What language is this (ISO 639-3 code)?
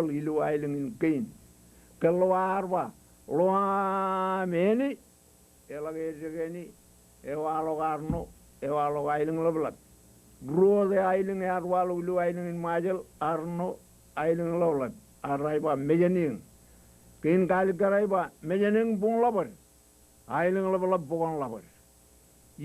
mah